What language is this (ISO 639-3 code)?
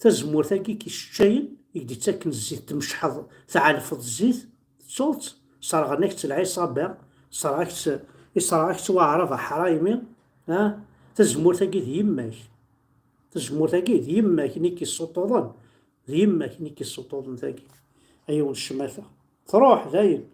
kab